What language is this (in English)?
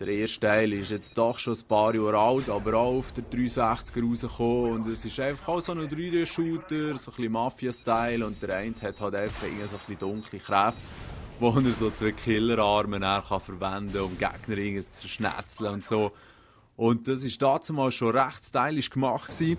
Swiss German